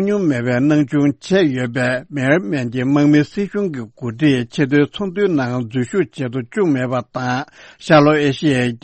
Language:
Tibetan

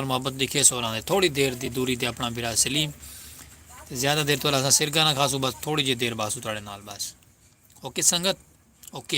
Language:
Saraiki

